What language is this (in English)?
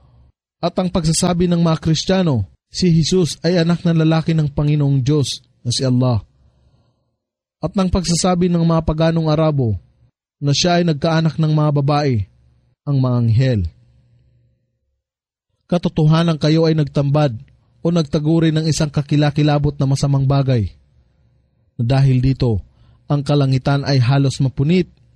Filipino